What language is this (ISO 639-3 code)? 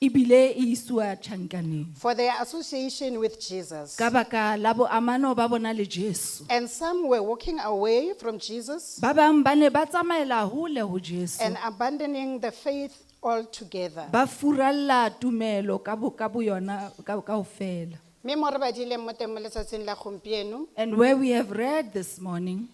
sot